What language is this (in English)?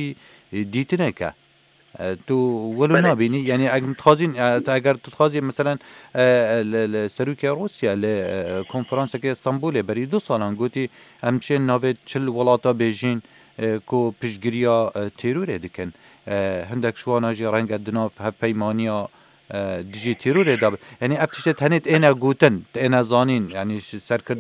Kurdish